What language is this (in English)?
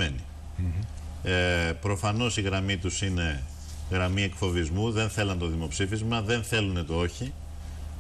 Greek